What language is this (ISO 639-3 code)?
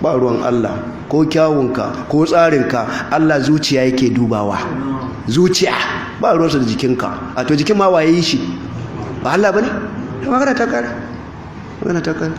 hau